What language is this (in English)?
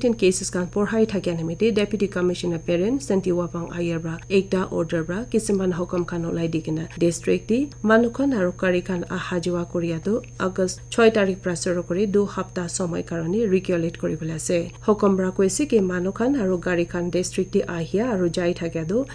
Naga Pidgin